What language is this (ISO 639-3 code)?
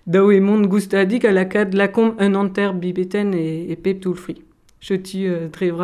bre